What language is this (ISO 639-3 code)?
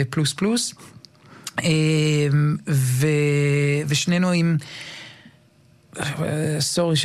heb